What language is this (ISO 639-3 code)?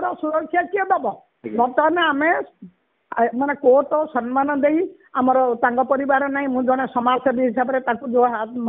ori